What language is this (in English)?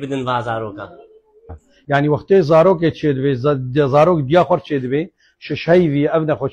Kurdish